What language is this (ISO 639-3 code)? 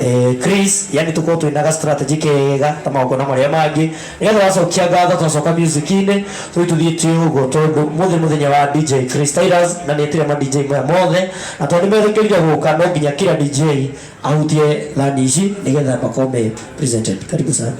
kik